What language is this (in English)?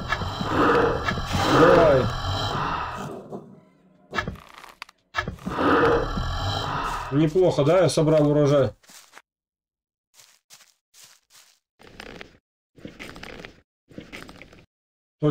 Russian